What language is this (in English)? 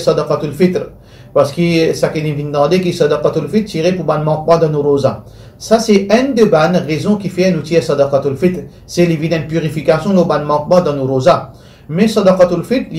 Morisyen